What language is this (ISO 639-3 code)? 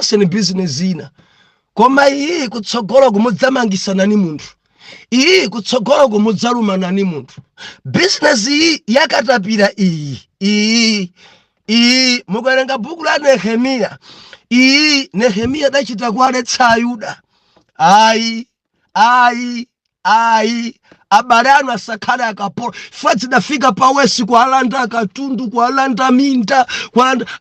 nya